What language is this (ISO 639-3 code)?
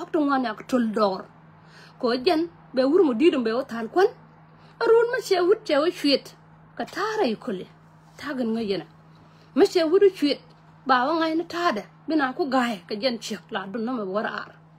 nus